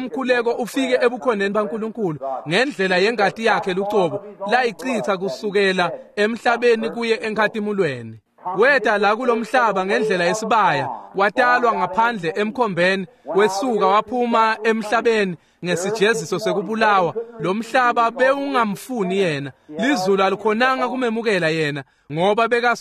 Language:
Swati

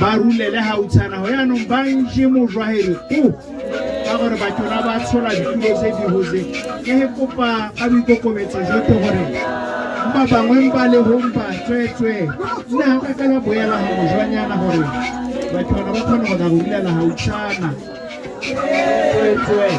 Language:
Tswana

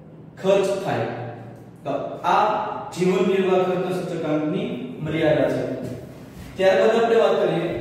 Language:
Gujarati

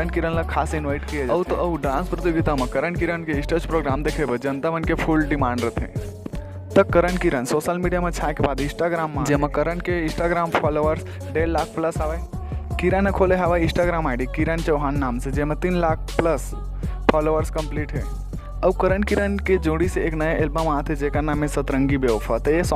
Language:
Chhattisgarhi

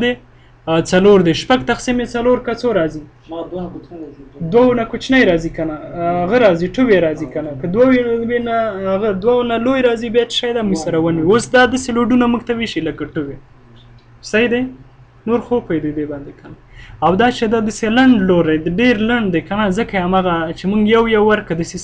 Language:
Pashto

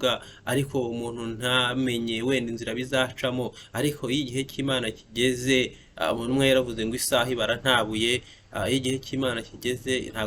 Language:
Kinyarwanda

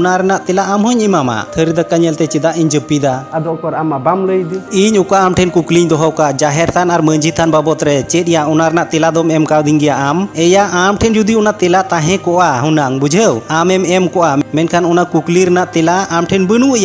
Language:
Santali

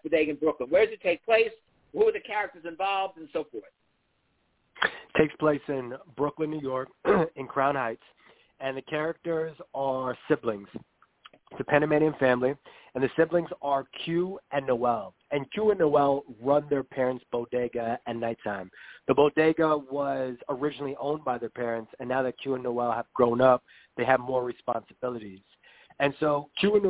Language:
English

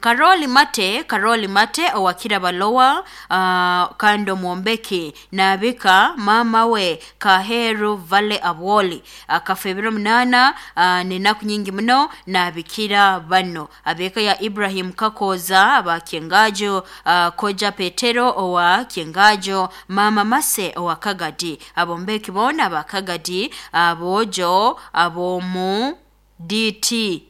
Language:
Nyoro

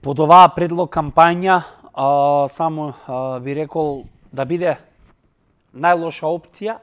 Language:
Macedonian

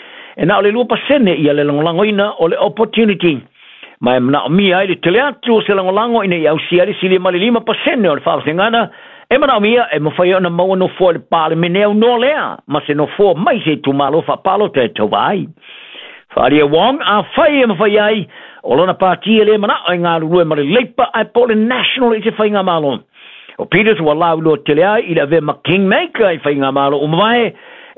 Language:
Samoan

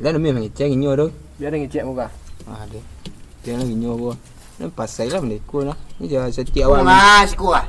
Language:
Minangkabau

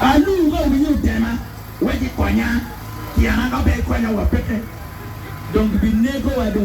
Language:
Acoli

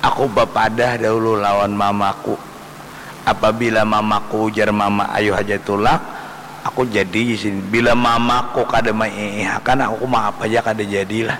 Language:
Banjar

